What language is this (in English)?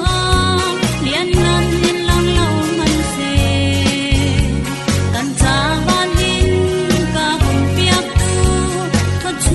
Falam Chin